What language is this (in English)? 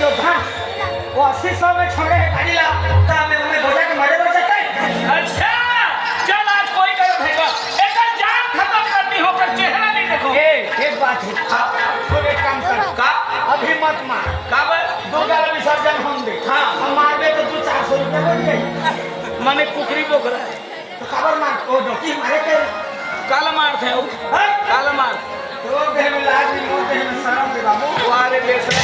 Chhattisgarhi